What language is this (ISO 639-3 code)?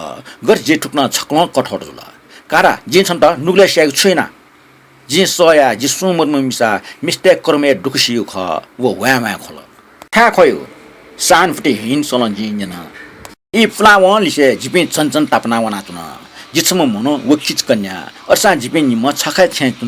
new